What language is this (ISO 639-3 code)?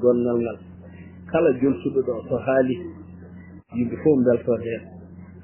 ful